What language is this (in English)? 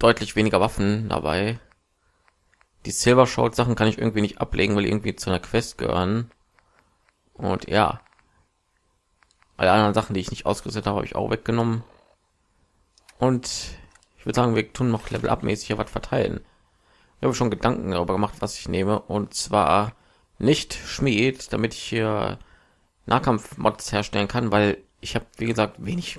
German